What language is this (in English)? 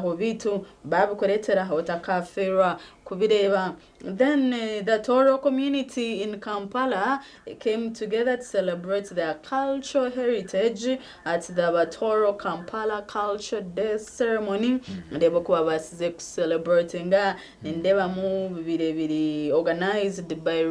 Nyankole